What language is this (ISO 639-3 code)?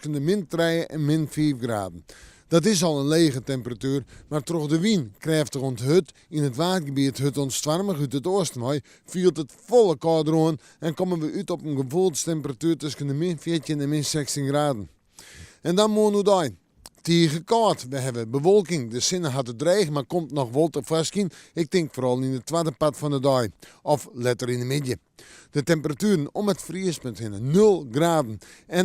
fry